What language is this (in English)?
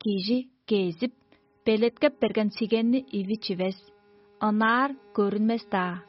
Tuvinian